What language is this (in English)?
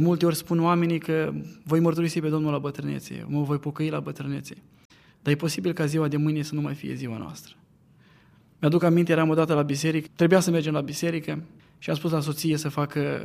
Romanian